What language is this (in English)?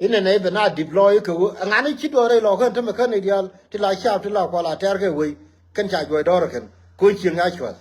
Nuer